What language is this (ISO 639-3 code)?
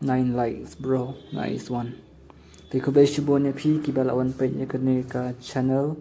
kha